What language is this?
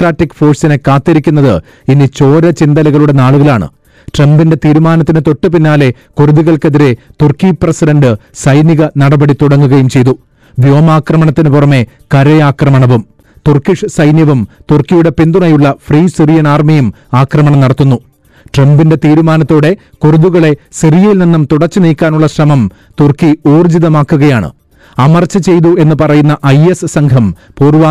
Malayalam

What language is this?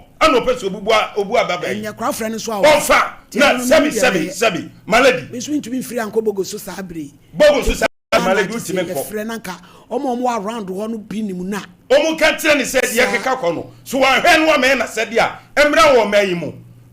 Akan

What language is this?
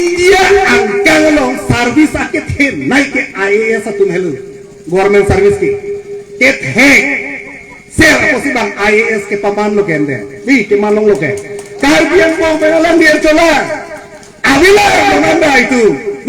Karbi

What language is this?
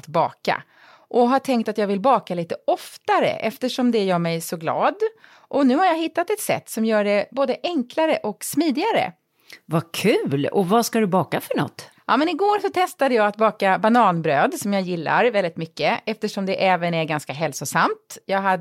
Swedish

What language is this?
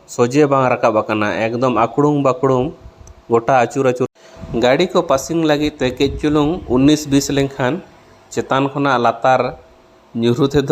Santali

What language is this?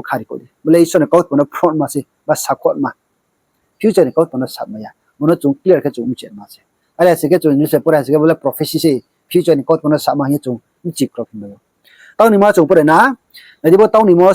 Riang (India)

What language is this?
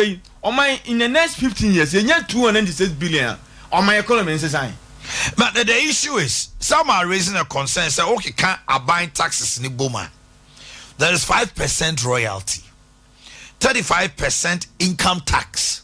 Akan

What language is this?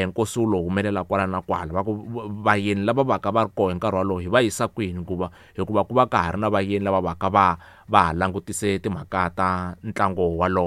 Tsonga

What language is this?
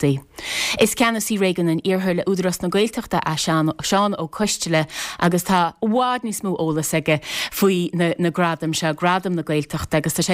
Irish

